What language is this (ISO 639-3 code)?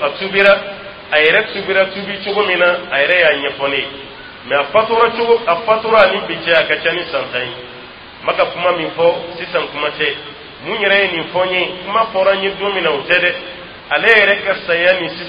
dyu